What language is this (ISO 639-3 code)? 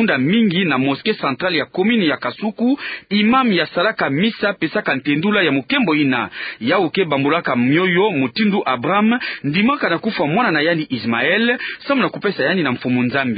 ktu